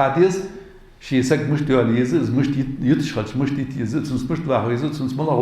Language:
Ingush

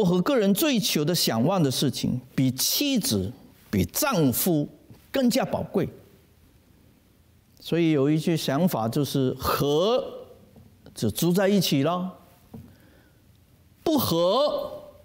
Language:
Chinese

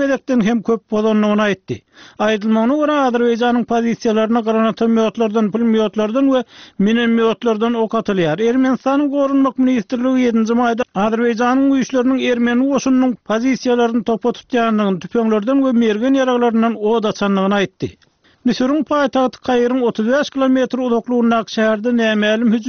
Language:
Turkmen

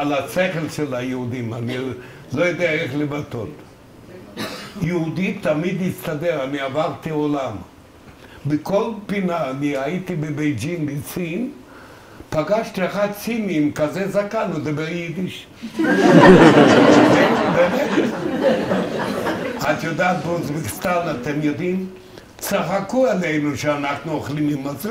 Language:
Hebrew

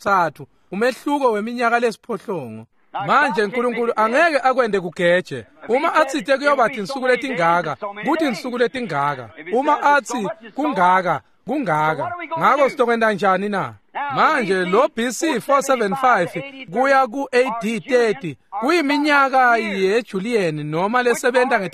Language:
Swati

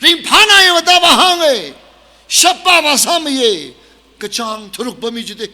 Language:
Tangkhul Naga (India)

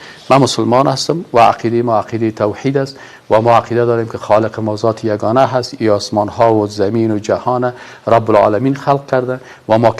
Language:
Persian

